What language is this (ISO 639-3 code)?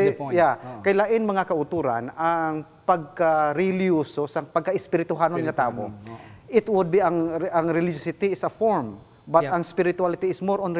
hil